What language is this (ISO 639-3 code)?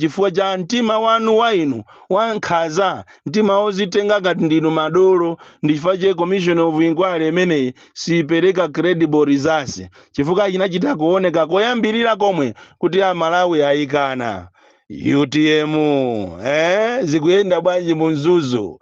nya